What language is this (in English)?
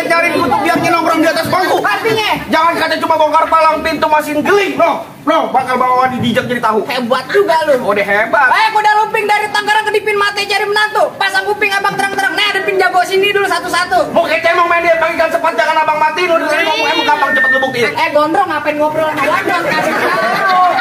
Betawi